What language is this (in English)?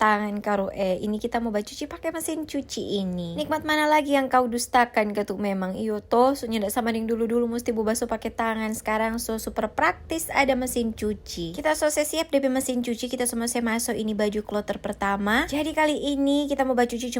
Manado Malay